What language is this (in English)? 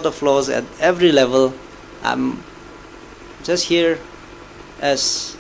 Tangkhul Naga (India)